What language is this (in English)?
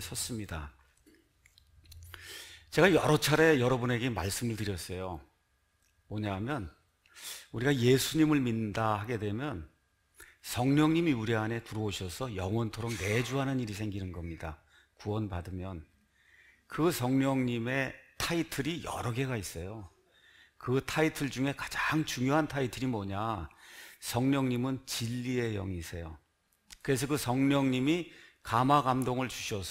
Korean